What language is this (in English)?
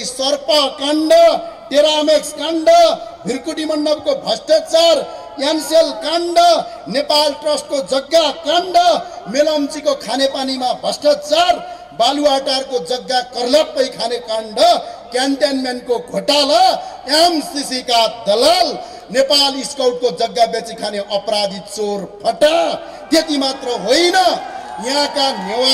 Nepali